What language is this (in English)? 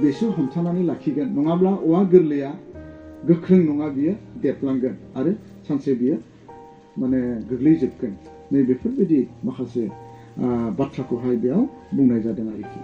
Bodo